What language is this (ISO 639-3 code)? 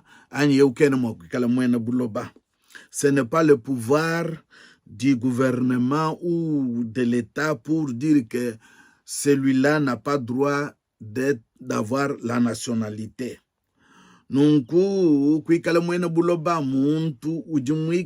lua